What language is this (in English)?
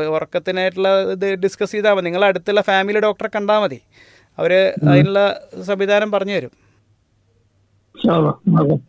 Malayalam